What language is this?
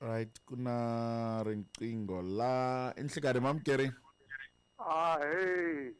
Tsonga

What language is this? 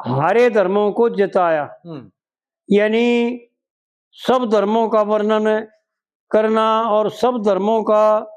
Haryanvi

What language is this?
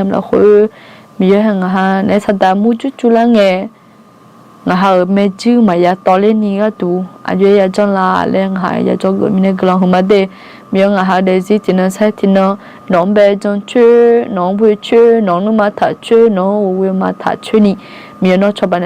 Akha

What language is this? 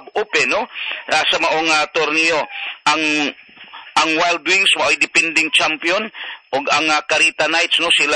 Cebuano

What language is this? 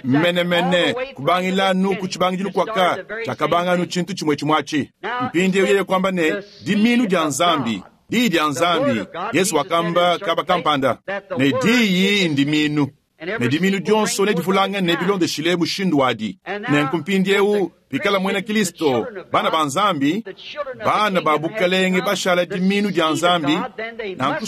Luba-Lulua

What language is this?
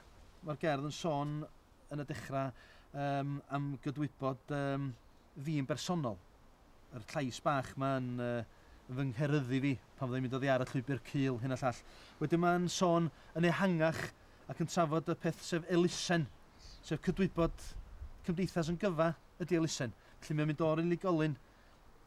Welsh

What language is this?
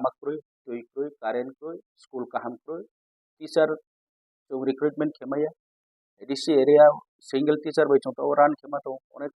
Kok Borok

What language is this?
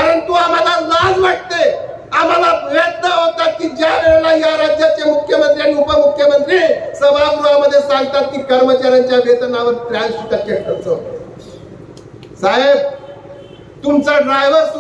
Marathi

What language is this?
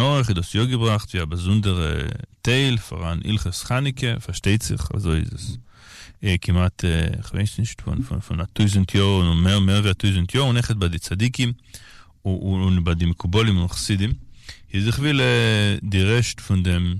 Yiddish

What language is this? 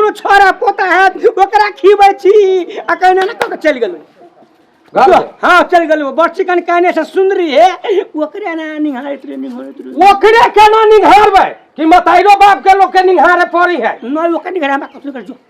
Maithili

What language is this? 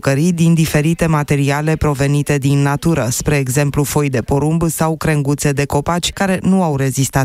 Romanian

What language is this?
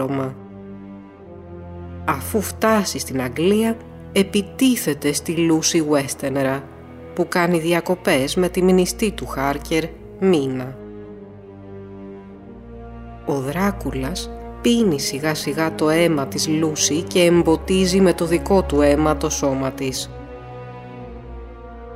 Greek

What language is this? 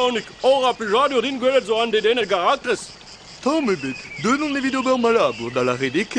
Breton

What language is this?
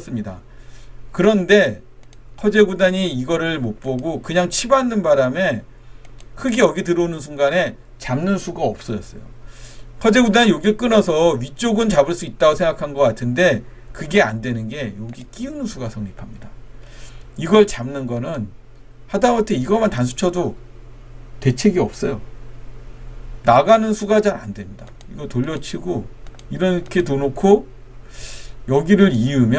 Korean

